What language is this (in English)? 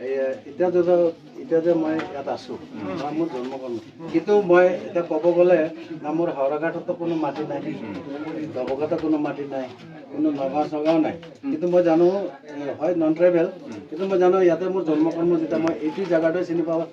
Karbi